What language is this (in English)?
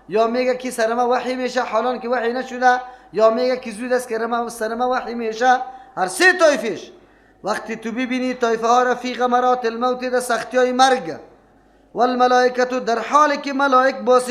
Persian